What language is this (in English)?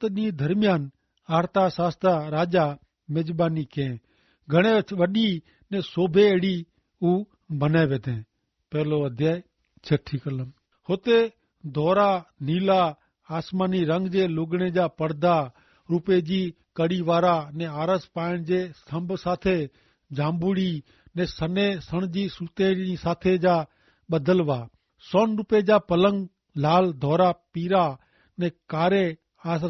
Kachhi